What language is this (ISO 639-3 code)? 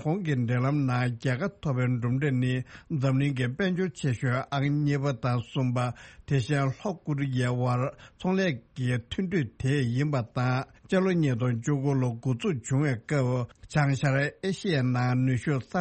bod